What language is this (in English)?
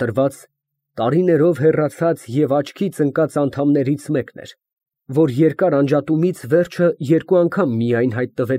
Armenian